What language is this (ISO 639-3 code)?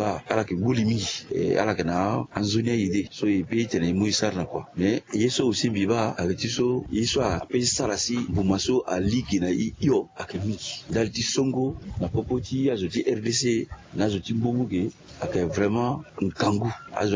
sag